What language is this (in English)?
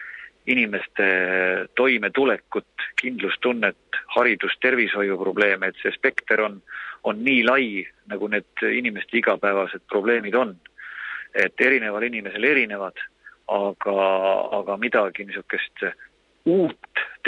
Estonian